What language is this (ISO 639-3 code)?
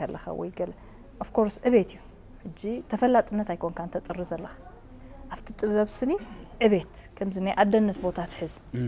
tir